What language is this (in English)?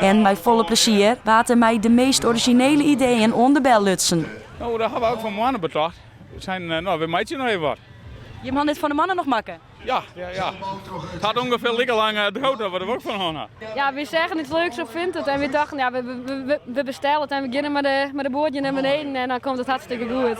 Western Frisian